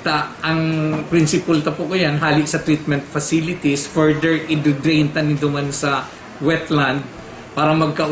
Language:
Bikol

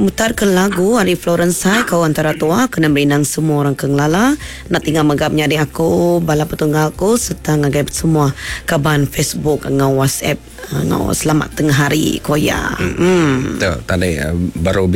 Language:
Iban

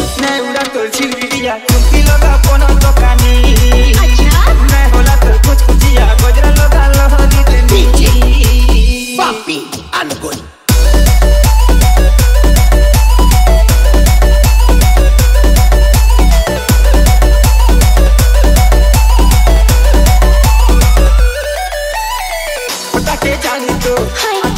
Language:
Bhojpuri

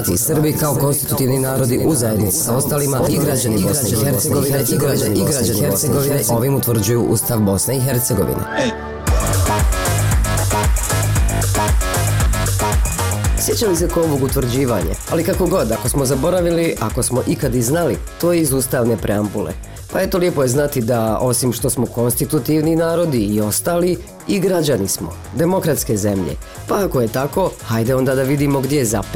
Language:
Bosnian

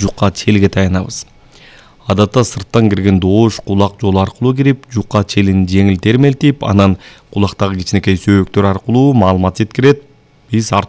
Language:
Kyrgyz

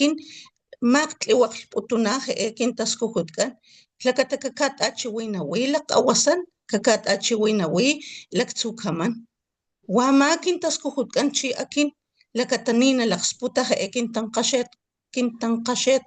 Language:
Papantla Totonac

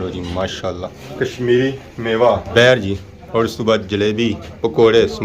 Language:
Pahari-Potwari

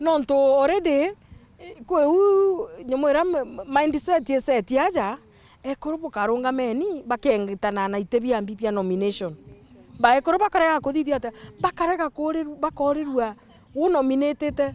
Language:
Meru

